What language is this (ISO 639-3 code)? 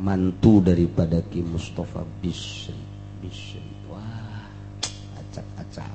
sun